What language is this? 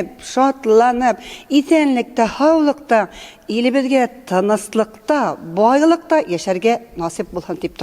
Bashkir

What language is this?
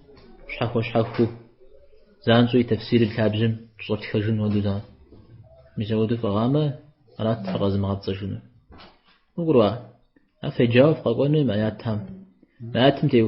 Kabardian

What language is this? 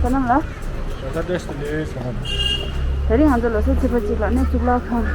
Tibetan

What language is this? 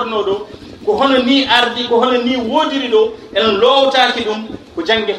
Fula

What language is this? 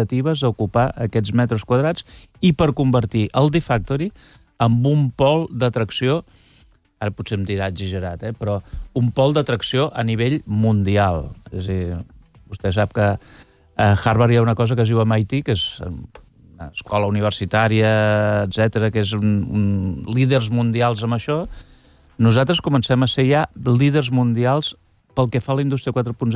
Catalan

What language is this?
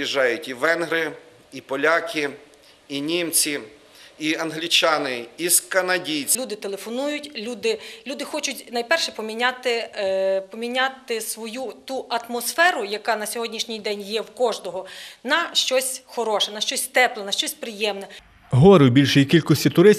Ukrainian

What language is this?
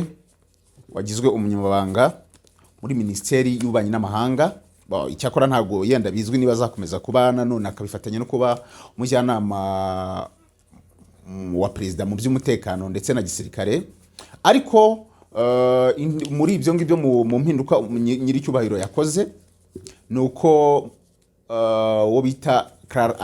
Kinyarwanda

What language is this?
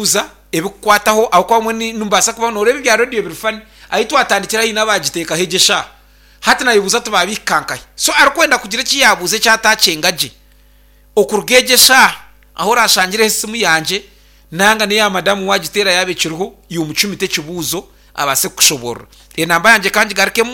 Nyankole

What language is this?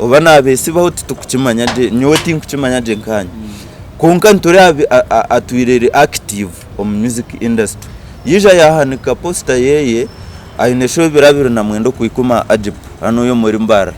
Nyankole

